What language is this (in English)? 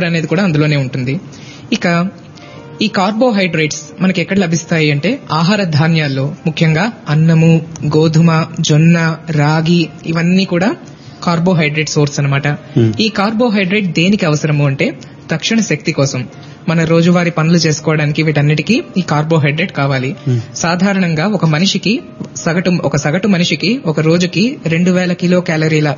Telugu